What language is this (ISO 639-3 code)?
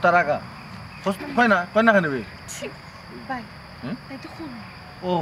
syl